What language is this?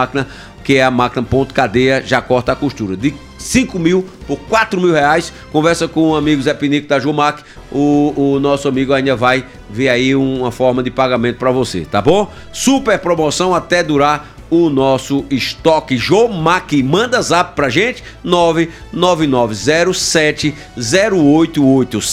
Portuguese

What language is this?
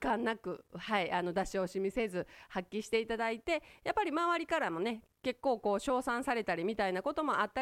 Japanese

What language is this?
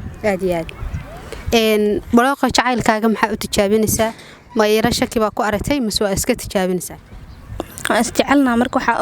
Somali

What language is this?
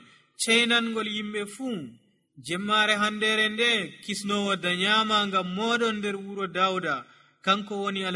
Nigerian Fulfulde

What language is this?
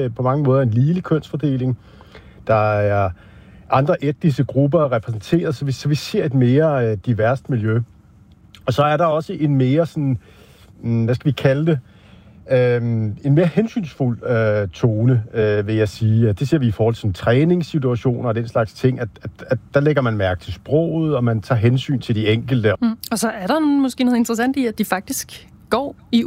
Danish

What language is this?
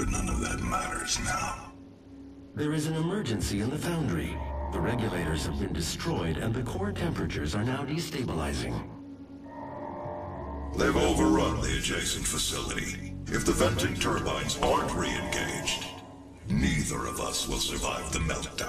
English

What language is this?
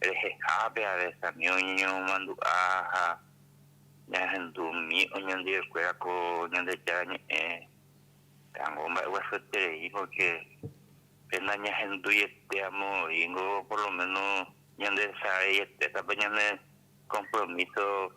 Guarani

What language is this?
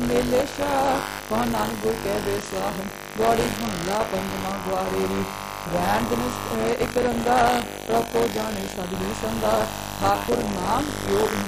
Punjabi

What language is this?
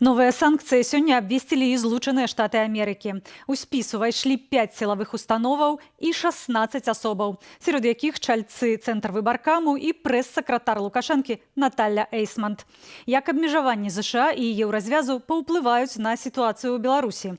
Belarusian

